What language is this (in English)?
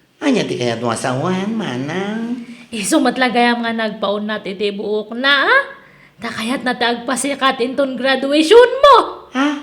Iloko